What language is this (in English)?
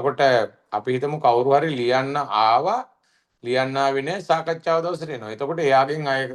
Sinhala